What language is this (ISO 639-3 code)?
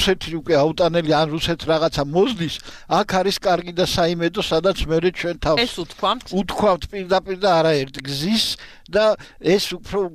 kat